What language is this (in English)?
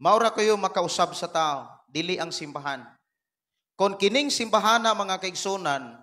Cebuano